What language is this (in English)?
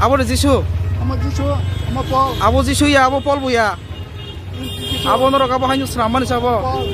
Kok Borok